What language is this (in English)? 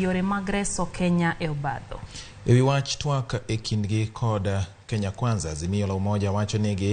Luo (Kenya and Tanzania)